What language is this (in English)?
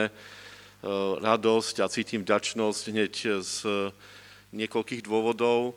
Slovak